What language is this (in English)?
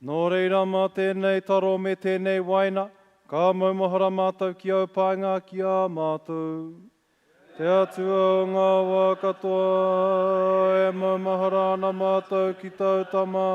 Māori